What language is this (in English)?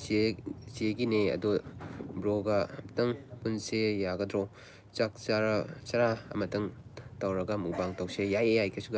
Manipuri